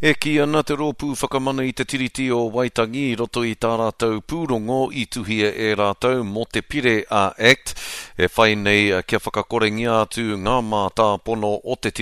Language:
Māori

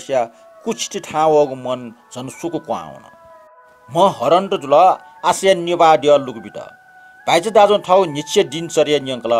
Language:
Newari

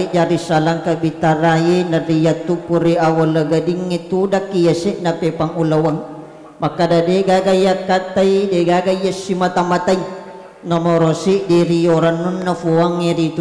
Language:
Buginese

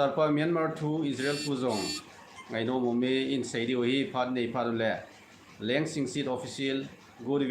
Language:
Thado Chin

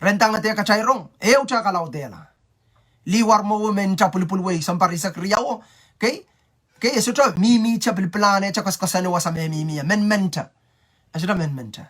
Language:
Pohnpeian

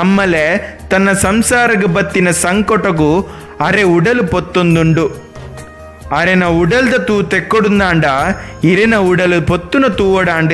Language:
Tulu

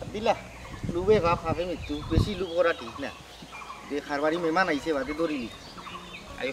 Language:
Sylheti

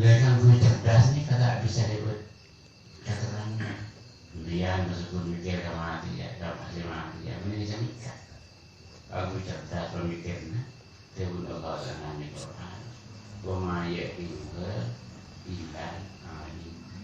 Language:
Madurese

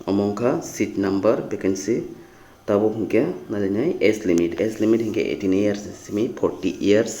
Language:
Kok Borok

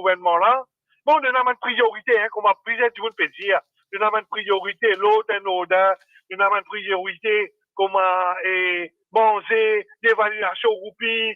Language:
Morisyen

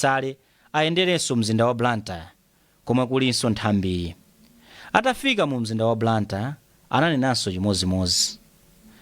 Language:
Nyanja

